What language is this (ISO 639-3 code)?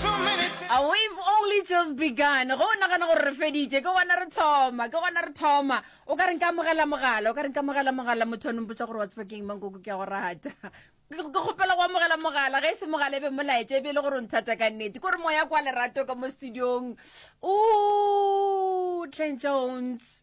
nso